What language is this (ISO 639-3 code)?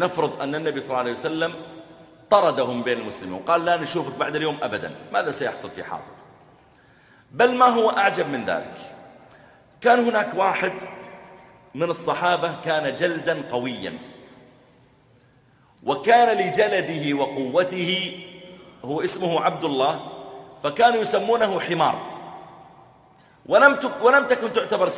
ara